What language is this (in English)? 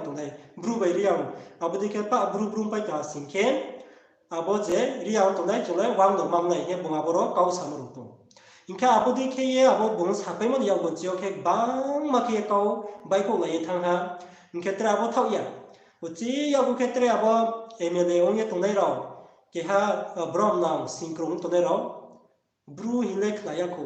Riang (India)